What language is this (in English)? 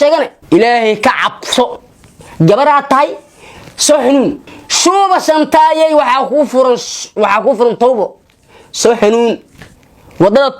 Somali